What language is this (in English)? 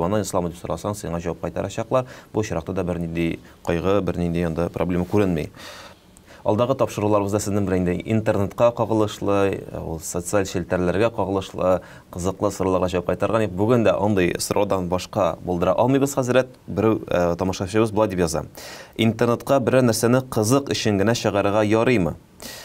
Tatar